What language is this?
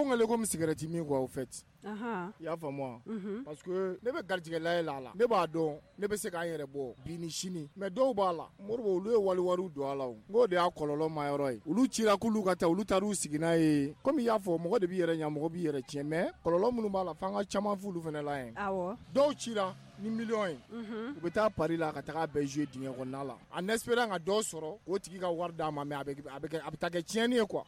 Bambara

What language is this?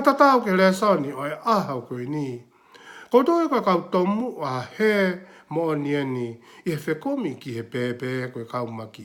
Tongan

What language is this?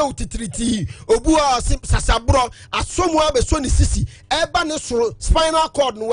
Akan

